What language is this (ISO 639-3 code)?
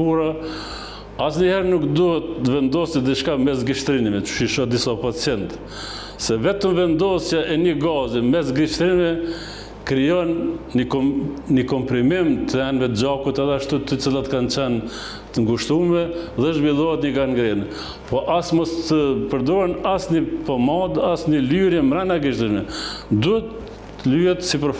sqi